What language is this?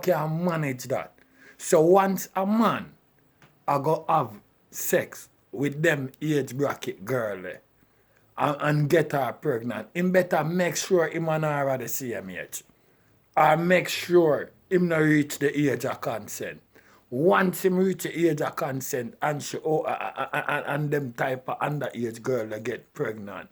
Jamaican Creole English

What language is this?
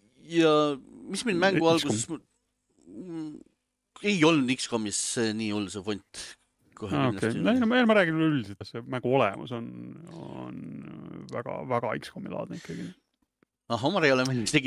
Estonian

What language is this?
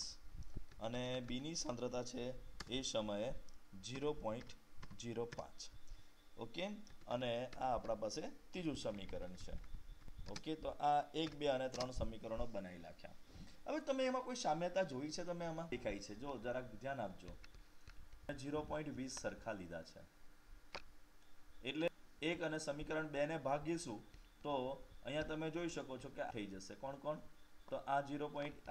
Gujarati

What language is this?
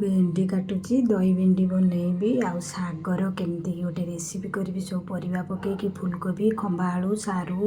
Odia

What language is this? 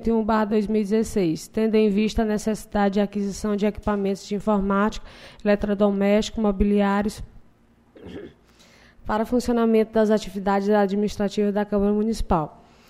Portuguese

